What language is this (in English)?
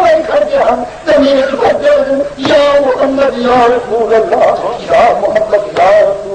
Saraiki